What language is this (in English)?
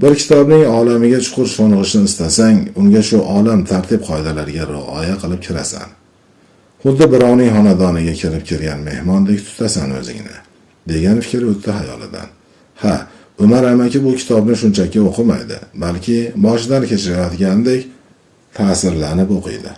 Uzbek